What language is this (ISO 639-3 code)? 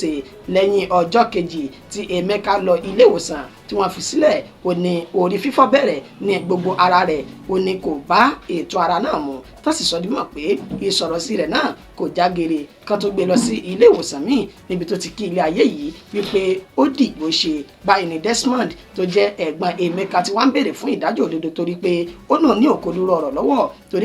yor